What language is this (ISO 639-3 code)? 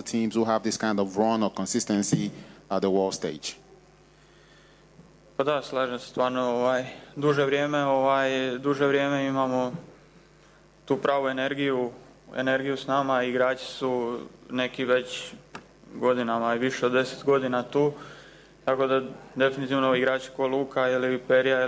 hrv